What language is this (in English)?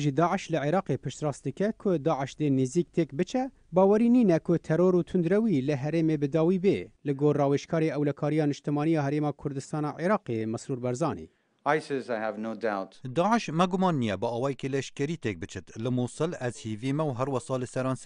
Kurdish